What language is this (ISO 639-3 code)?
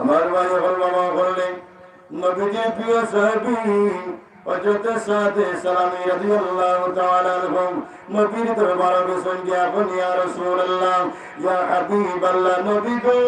syl